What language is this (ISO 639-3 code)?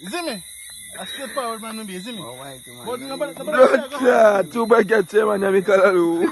jam